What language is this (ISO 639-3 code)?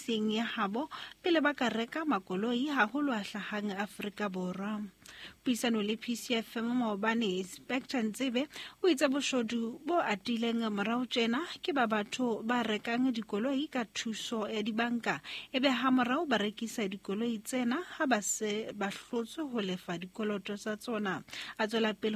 sot